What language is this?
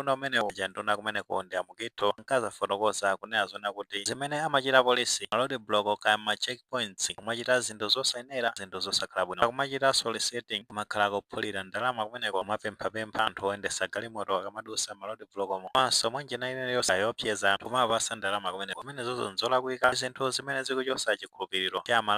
Nyanja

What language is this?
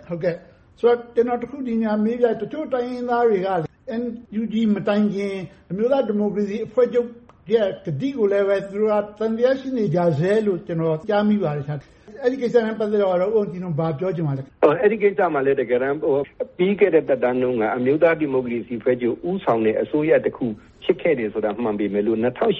Burmese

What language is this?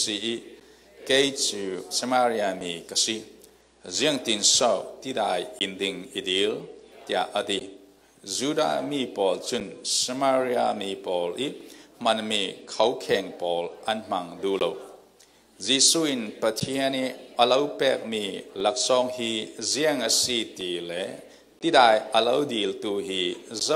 Falam Chin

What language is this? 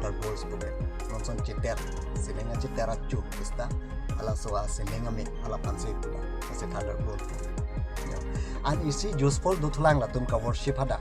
Karbi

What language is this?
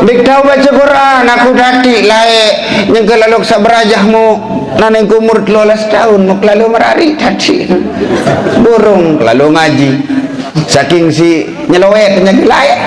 Sasak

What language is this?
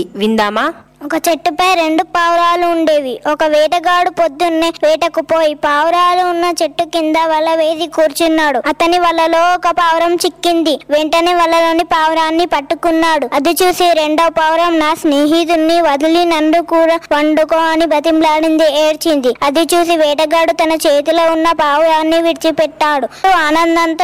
Telugu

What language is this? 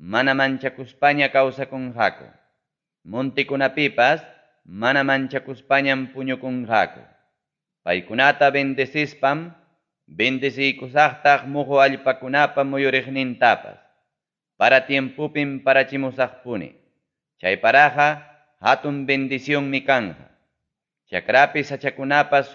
Ayacucho Quechua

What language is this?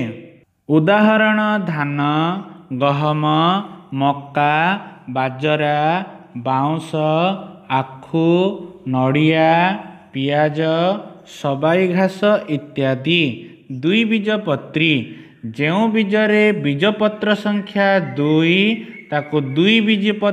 Odia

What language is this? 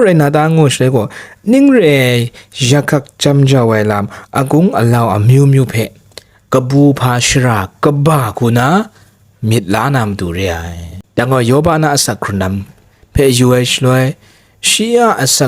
Kachin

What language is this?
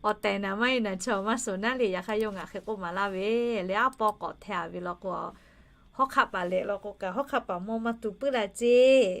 Lahu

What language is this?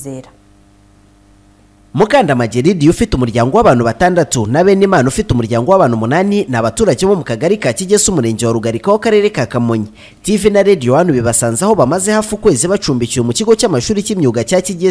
Kinyarwanda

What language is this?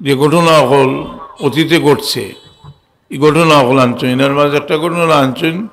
Sylheti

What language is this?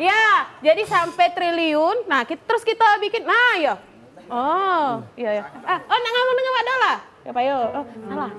Musi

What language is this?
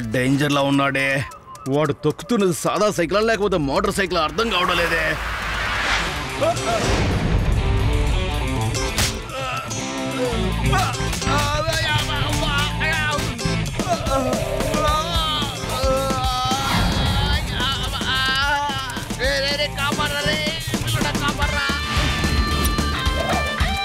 Telugu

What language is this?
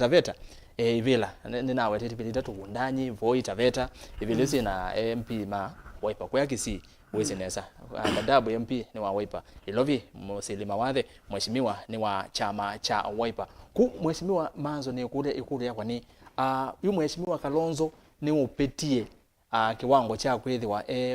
Kamba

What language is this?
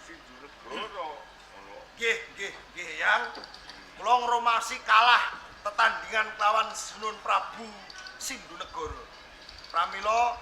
Javanese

